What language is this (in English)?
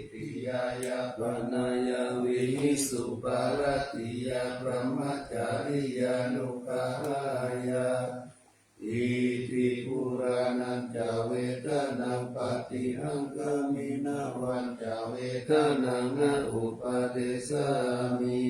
Pali